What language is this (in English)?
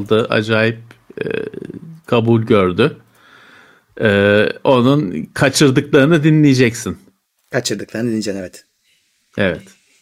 Turkish